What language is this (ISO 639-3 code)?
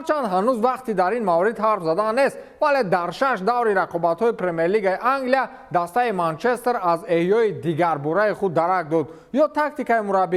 tgk